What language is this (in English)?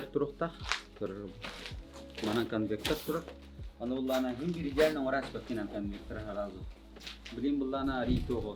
Yakut